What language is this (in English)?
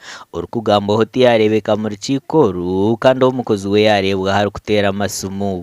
Nyankole